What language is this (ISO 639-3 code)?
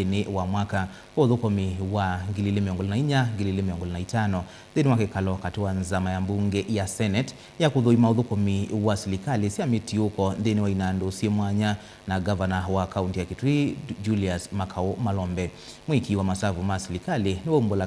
kam